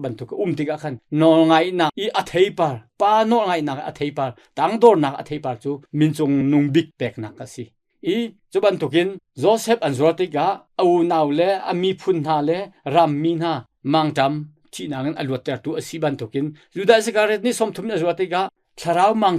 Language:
Hakha Chin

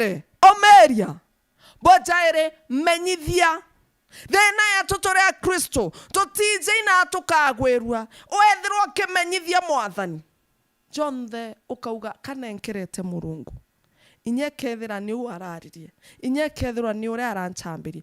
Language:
Meru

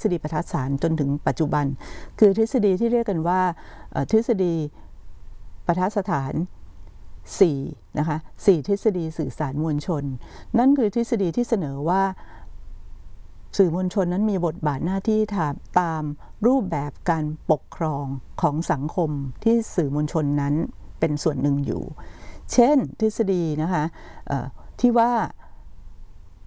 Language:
Thai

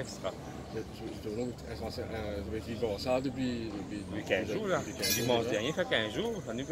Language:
Morisyen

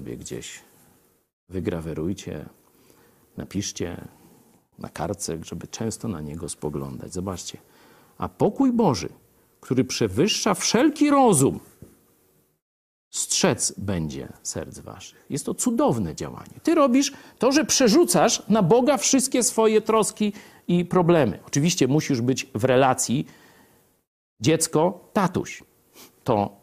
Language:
Polish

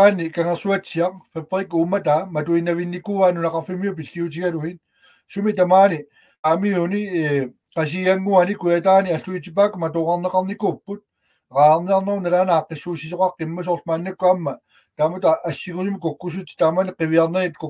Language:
Kalaallisut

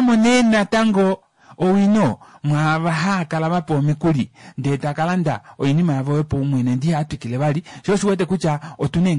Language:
Kuanyama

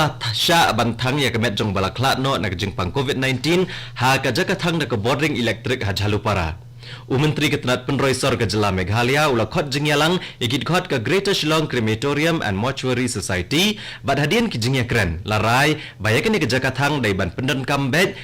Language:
Khasi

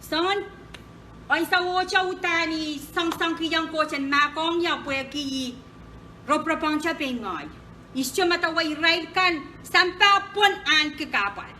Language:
Pohnpeian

